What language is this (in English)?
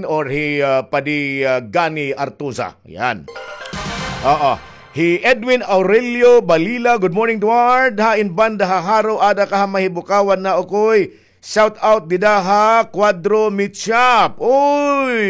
Waray